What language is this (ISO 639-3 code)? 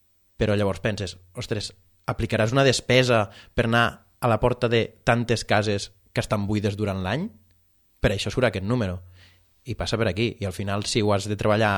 cat